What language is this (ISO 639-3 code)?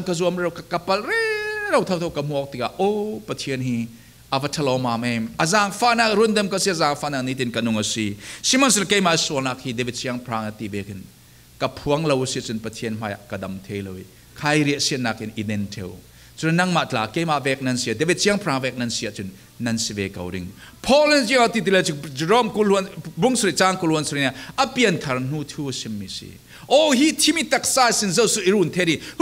cfm